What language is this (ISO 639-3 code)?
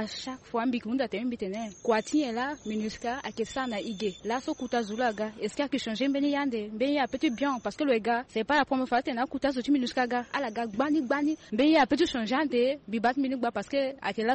sag